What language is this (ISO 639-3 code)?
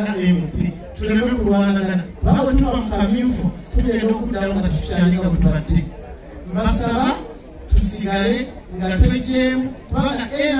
lug